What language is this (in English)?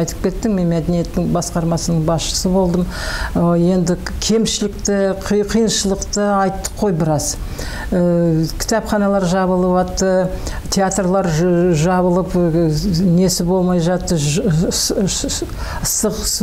Kazakh